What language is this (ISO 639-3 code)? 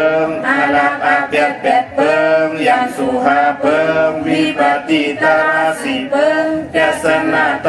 shn